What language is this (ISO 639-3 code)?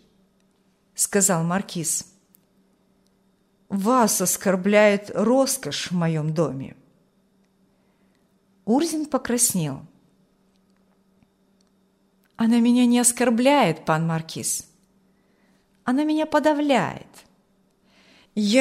rus